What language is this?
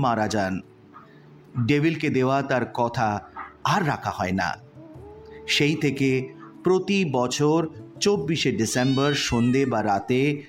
Bangla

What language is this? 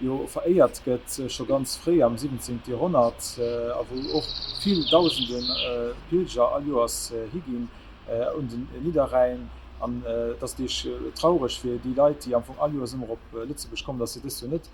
Luxembourgish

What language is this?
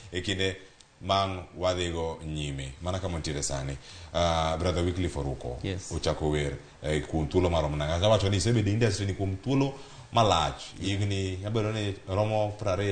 Luo (Kenya and Tanzania)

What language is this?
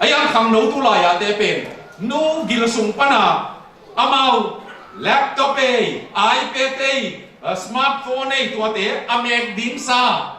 Tedim Chin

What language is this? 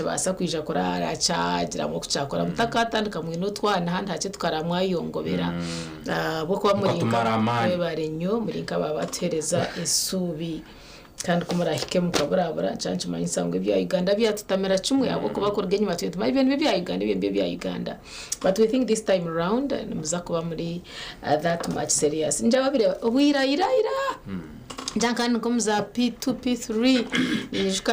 Nyankole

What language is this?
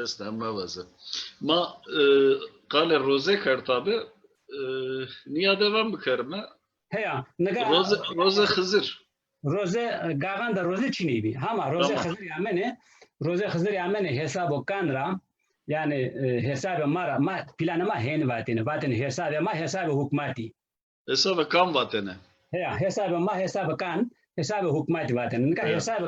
Zaza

